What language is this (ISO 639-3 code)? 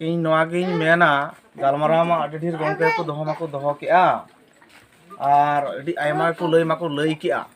sat